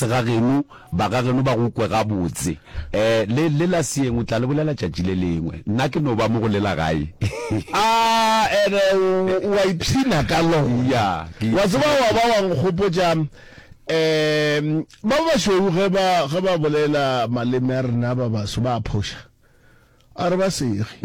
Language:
Northern Sotho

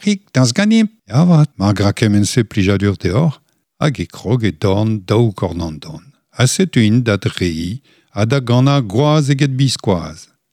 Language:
Breton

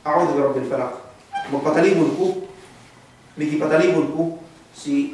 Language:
Yakan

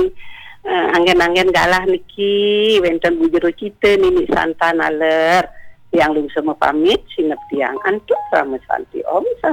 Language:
Balinese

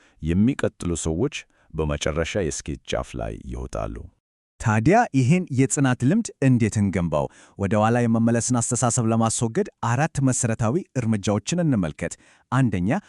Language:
Amharic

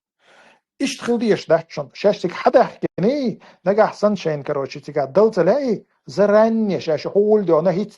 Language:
Chechen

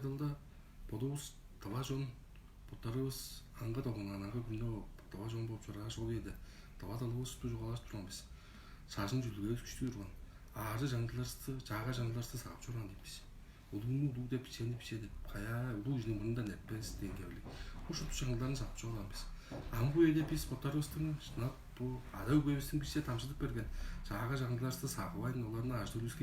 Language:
Tuvinian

